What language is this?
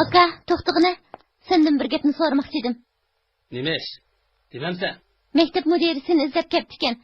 Uyghur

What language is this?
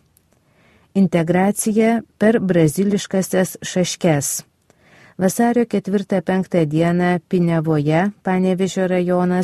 Lithuanian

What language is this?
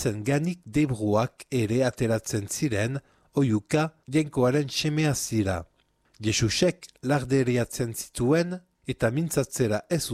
Basque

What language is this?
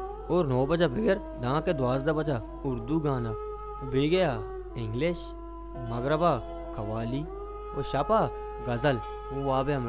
Baluchi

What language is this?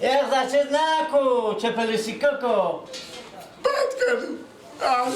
Persian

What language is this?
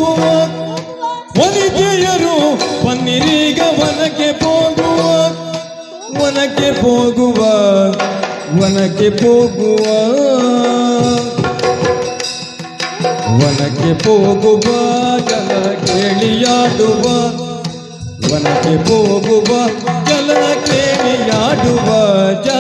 Kannada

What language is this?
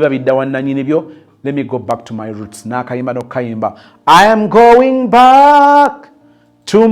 Ganda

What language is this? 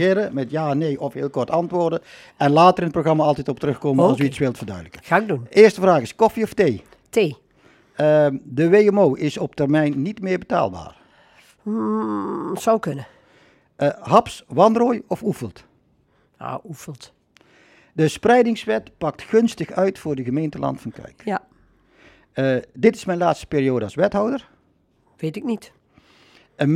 Dutch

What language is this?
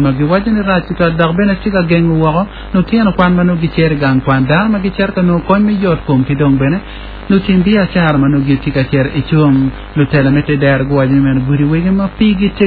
Acoli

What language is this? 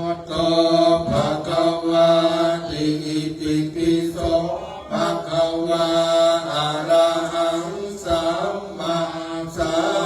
Pali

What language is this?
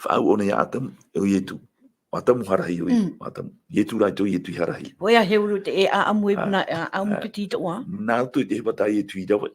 Tahitian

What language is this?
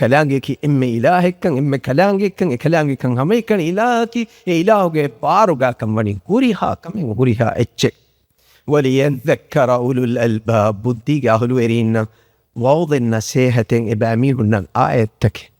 Divehi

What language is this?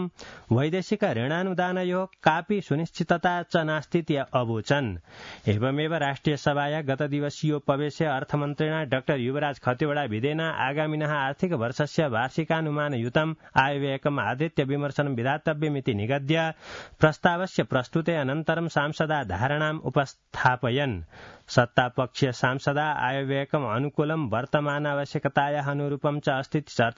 Sanskrit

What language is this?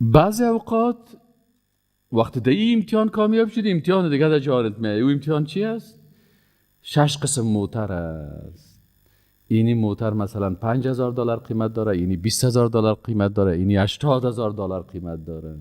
Persian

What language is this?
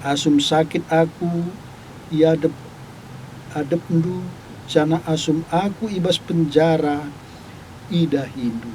Batak Karo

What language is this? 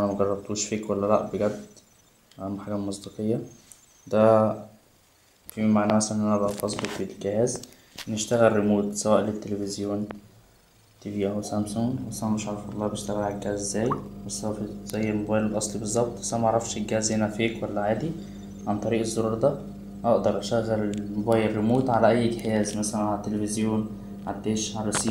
Egyptian Arabic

